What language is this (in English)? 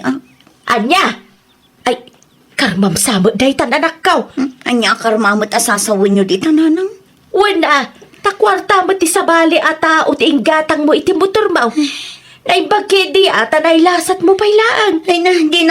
Iloko